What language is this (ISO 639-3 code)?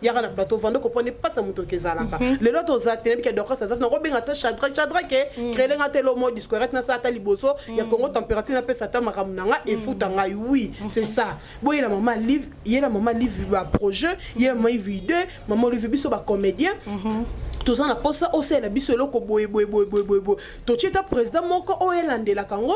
lin